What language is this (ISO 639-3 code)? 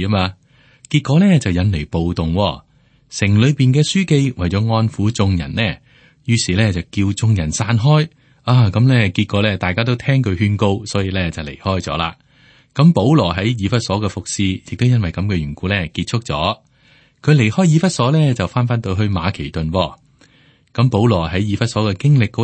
yue